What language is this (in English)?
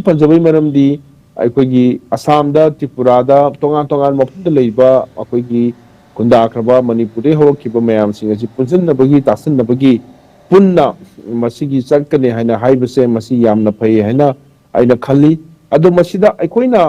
Manipuri